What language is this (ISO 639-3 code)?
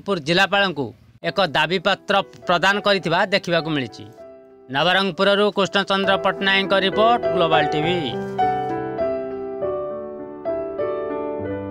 ori